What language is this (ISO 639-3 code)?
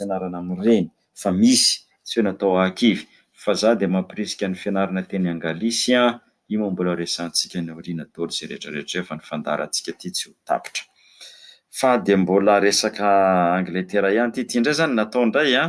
mlg